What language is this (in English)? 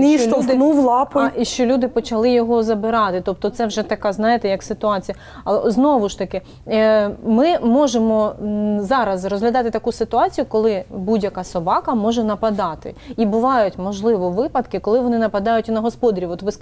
Ukrainian